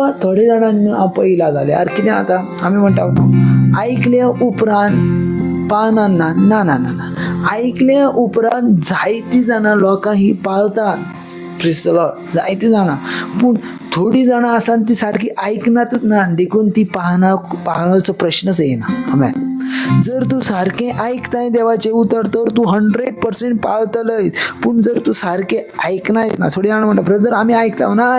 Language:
Konkani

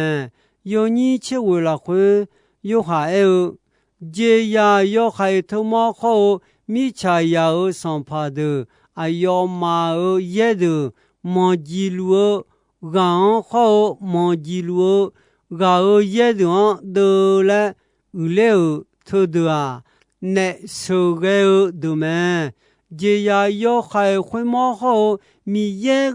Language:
Akha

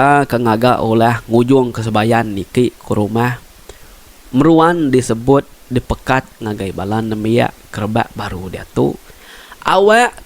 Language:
Iban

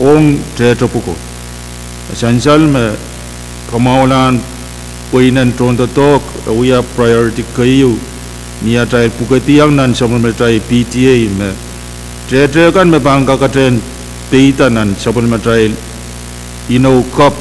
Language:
Pohnpeian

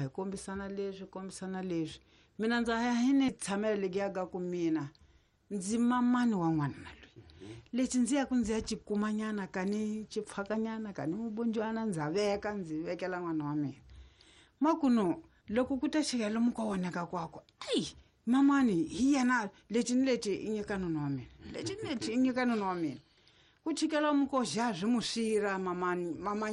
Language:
Tsonga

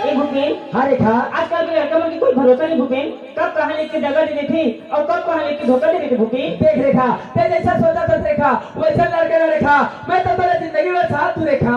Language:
Chhattisgarhi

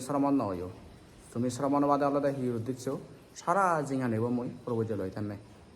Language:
Chakma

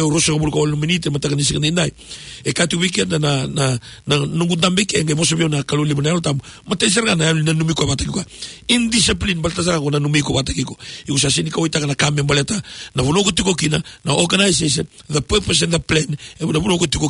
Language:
Fijian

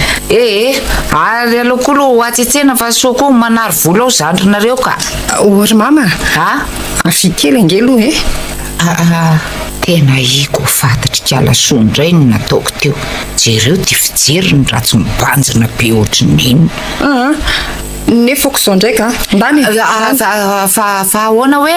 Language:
Malagasy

